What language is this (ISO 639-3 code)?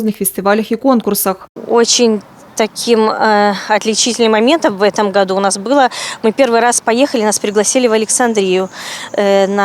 bel